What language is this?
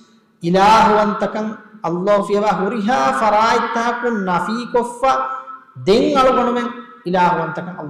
Divehi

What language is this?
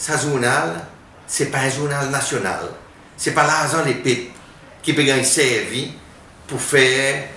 Seselwa Creole French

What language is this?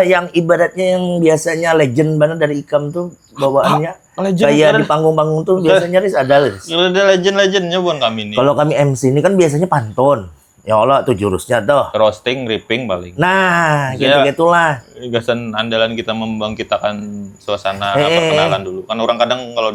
Banjar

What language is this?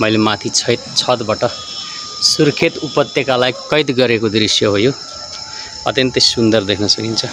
Nepali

